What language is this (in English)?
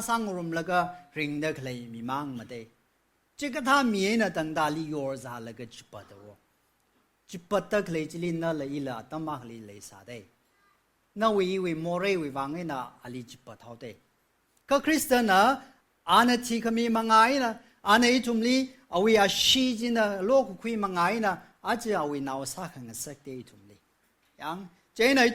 Tangkhul Naga (India)